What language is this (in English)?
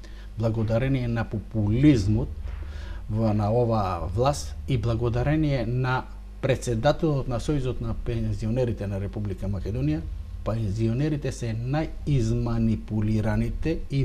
Macedonian